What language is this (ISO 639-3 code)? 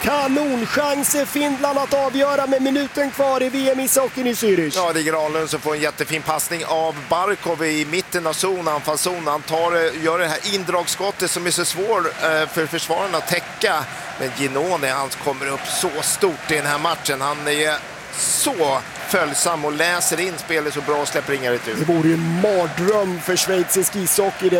swe